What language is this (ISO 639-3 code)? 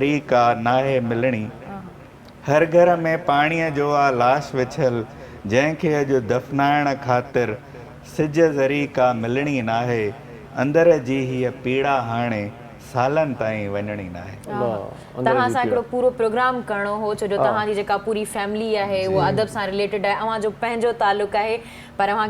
snd